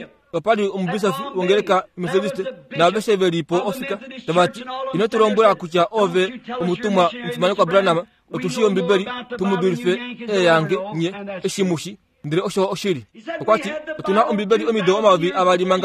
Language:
Kuanyama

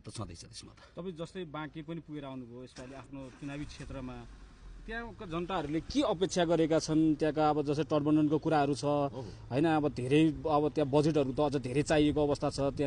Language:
Nepali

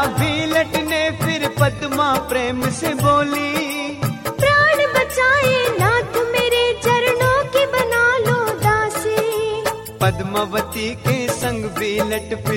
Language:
Hindi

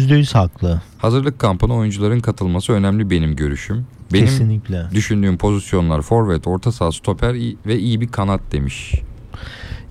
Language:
Turkish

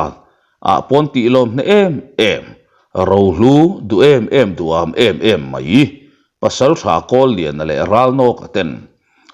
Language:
Mizo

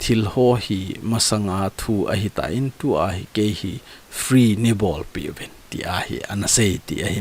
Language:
Thado Chin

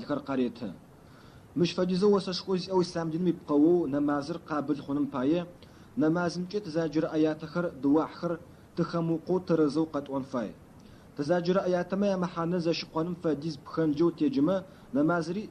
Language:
Adyghe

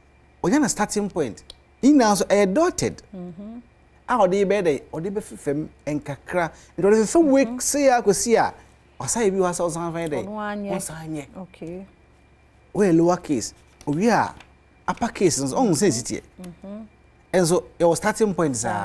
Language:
Akan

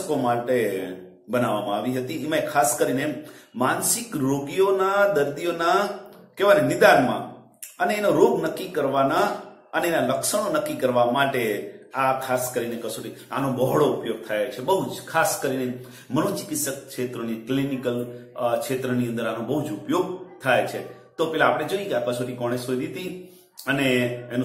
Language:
Gujarati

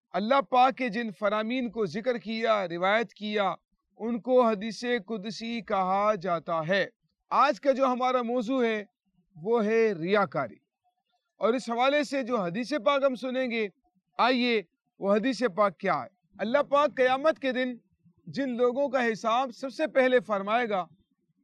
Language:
Urdu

